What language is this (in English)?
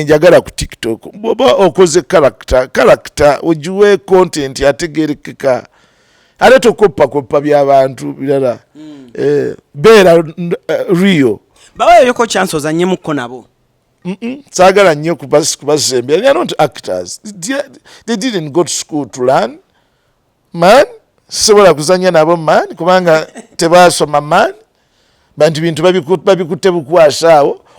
Ganda